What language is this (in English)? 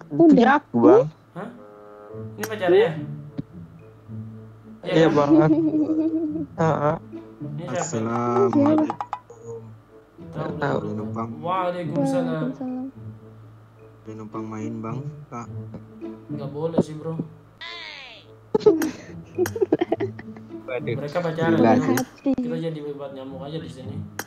Indonesian